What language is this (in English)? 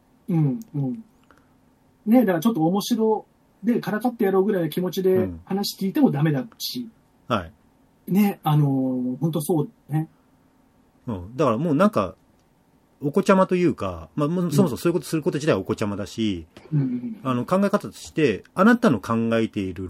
Japanese